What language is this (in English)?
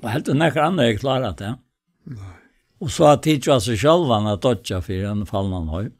Faroese